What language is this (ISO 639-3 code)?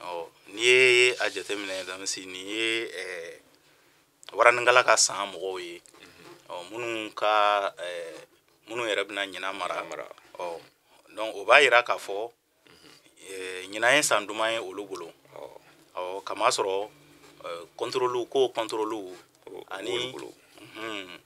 bam